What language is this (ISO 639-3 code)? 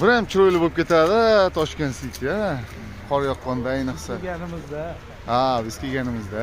uzb